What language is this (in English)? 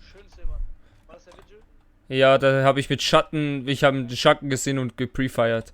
Swiss German